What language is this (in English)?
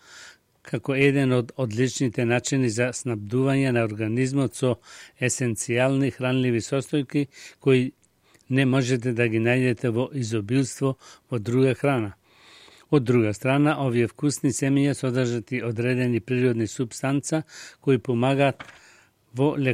Macedonian